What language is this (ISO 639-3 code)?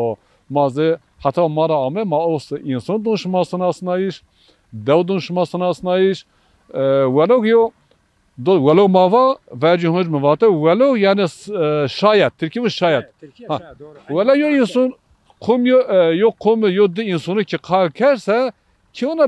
zza